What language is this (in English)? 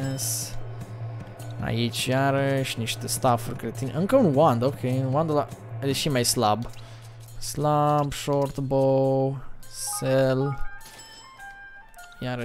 Romanian